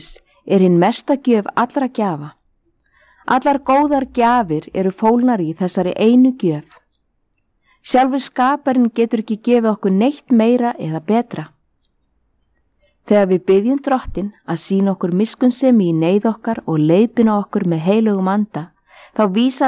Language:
Icelandic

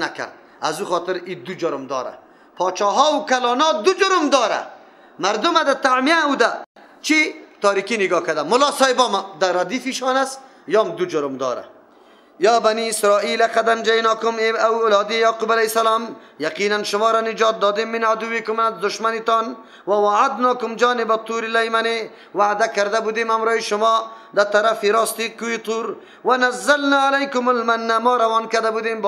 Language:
Persian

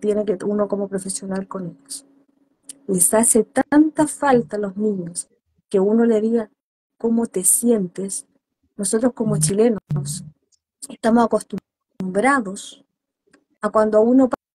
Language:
Spanish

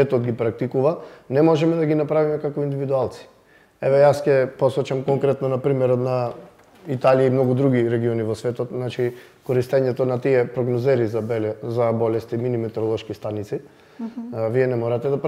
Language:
Macedonian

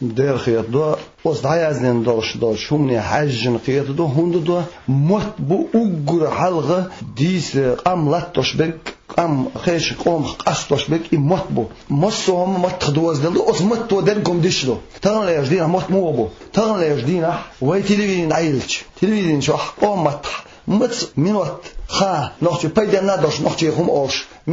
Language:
Chechen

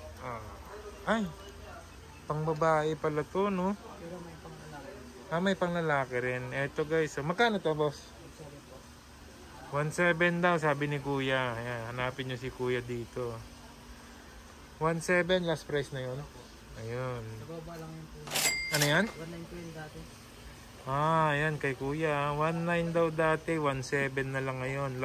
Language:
Filipino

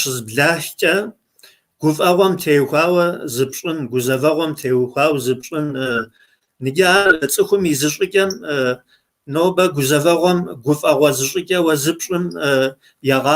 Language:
Kabardian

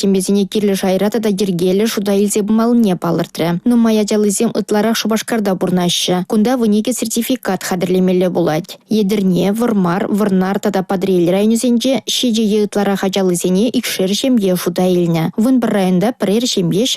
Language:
Chuvash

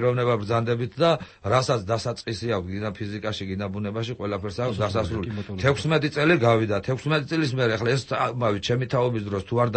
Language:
Georgian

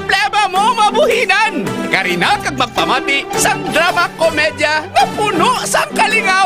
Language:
Hiligaynon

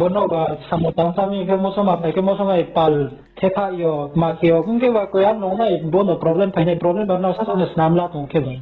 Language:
Riang (India)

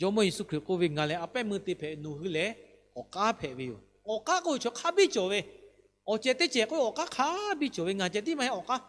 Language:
Lahu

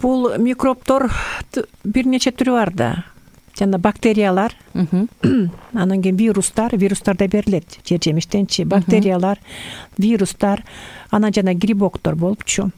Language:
Kyrgyz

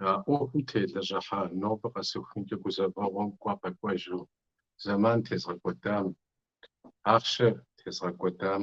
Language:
Kabardian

